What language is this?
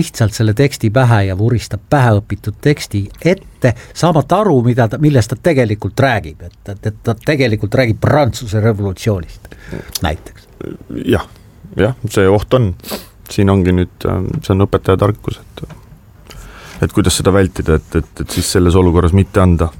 Estonian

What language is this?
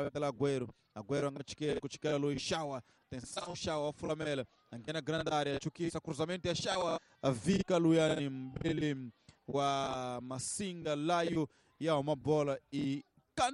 Tsonga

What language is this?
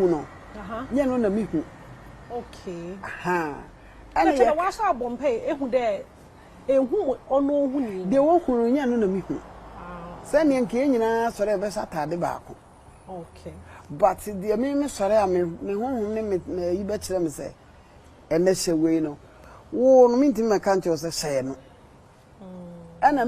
Akan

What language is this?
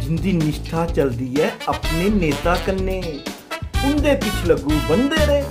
Dogri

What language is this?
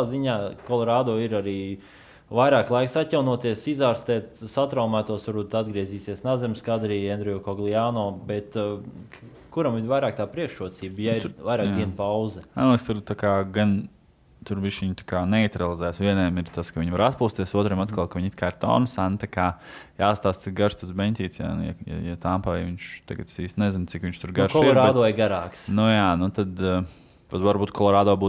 Latvian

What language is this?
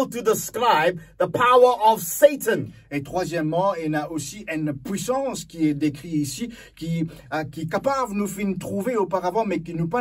Morisyen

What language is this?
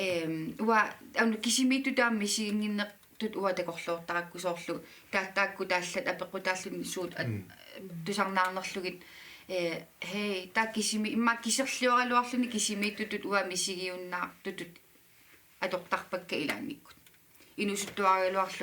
Kalaallisut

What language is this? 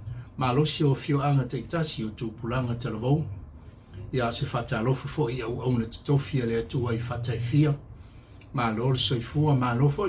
Samoan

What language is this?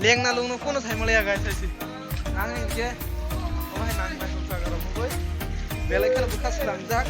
Kok Borok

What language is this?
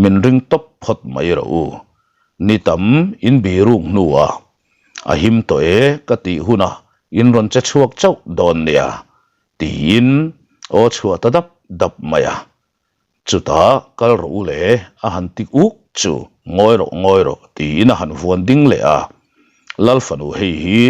Mizo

